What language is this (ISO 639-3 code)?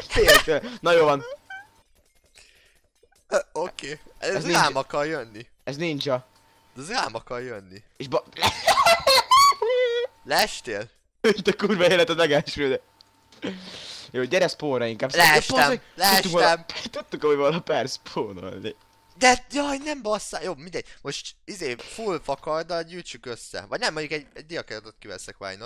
hun